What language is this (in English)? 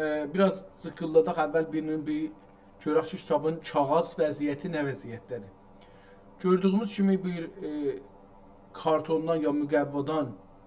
South Azerbaijani